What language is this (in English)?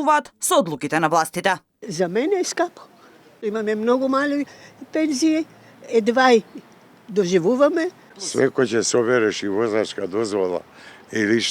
Macedonian